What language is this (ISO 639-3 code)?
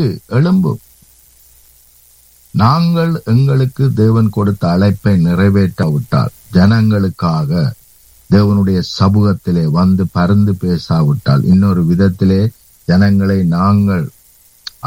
tam